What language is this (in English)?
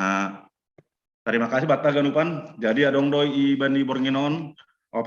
Batak Simalungun